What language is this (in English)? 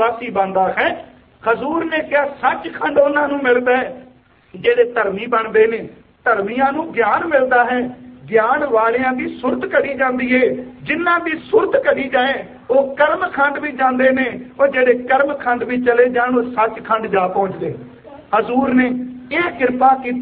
Punjabi